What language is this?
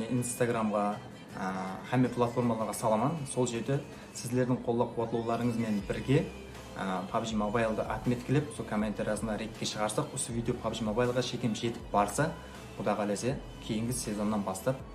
Kara-Kalpak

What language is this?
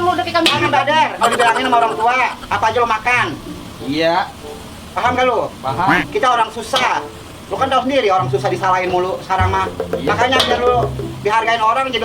Betawi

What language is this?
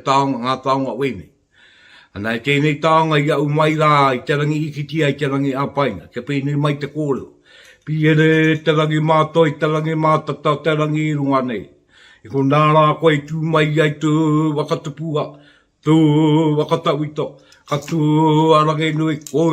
Māori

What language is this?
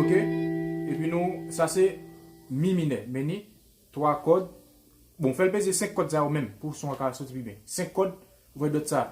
Haitian Creole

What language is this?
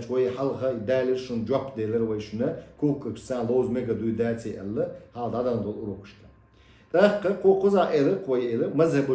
Chechen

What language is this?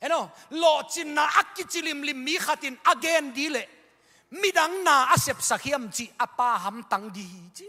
Tedim Chin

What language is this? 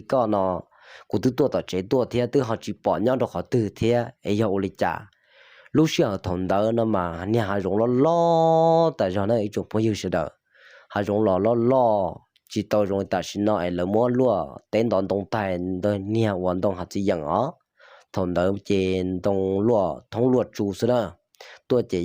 Hmong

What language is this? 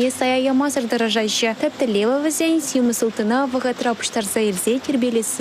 Chuvash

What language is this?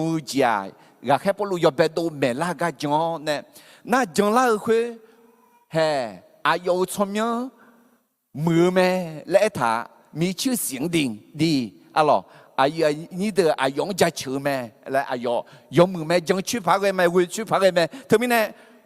Akha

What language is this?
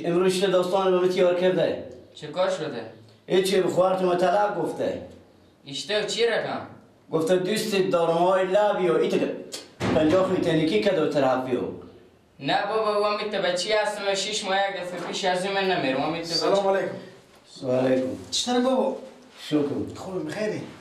Persian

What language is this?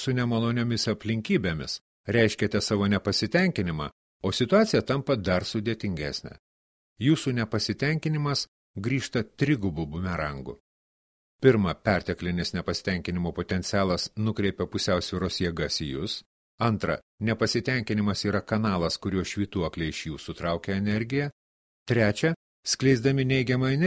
Lithuanian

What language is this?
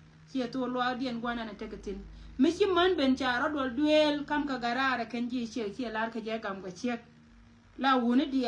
Nuer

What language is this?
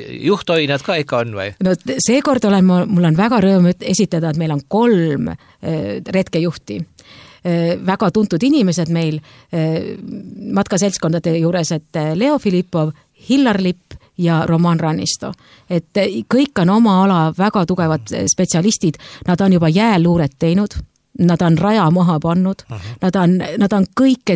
Estonian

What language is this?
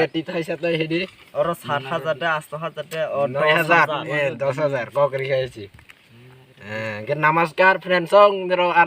Kok Borok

